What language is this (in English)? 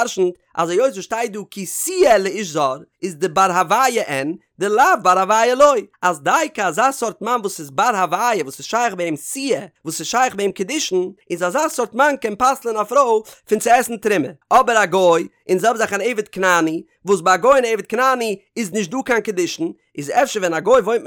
Yiddish